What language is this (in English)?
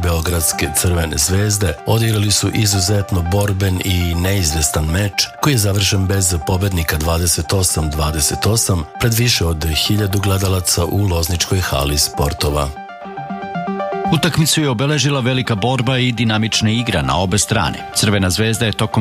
Serbian